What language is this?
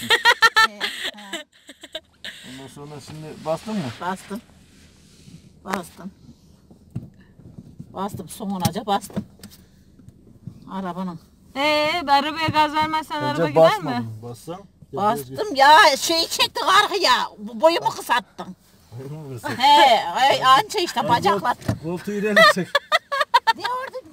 Turkish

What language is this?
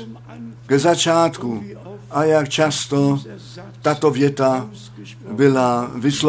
Czech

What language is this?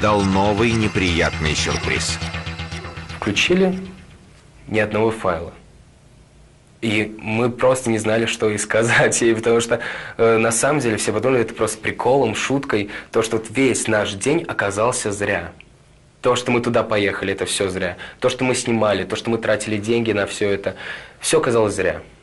Russian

